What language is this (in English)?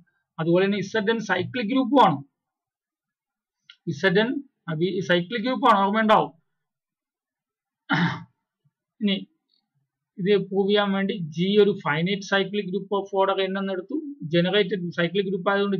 Malayalam